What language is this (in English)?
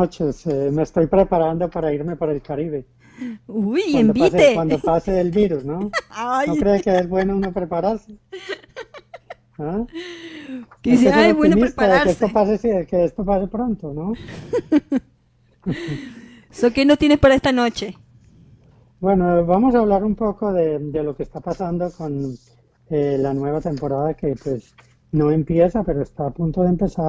Spanish